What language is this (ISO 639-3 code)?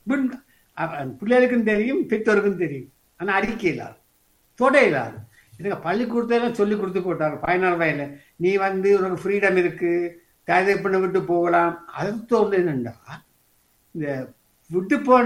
tam